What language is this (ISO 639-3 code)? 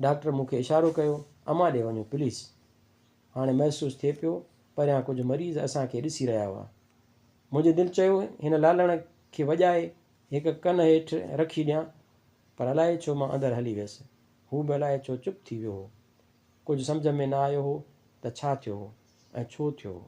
snd